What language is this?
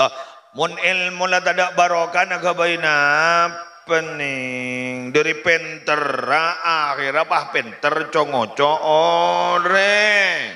Madurese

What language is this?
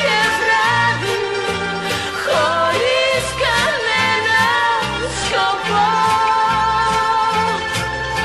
Greek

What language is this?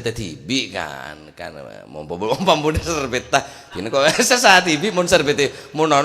Madurese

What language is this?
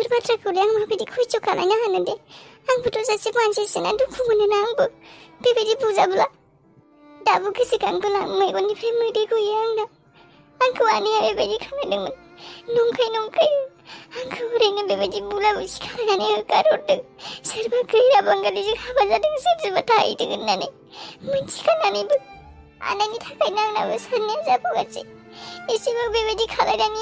Bodo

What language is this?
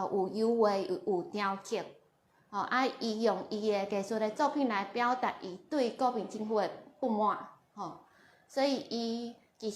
Min Nan Chinese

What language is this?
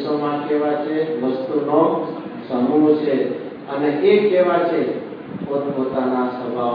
Gujarati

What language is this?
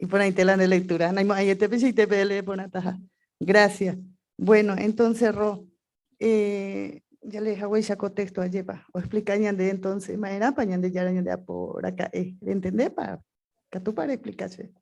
Guarani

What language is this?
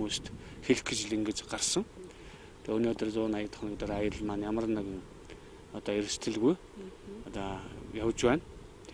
Mongolian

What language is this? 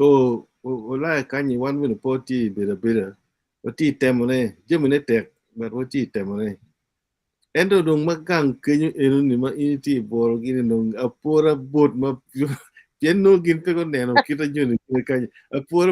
Acoli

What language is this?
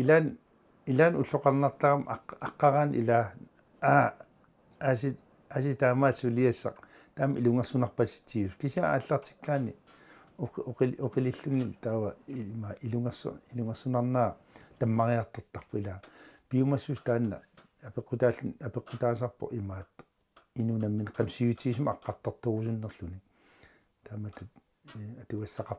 Kalaallisut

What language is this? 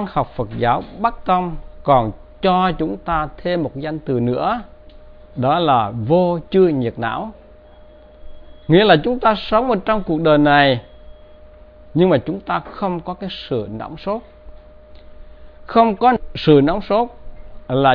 Vietnamese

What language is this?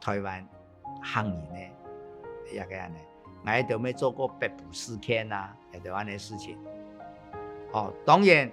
Hakka Chinese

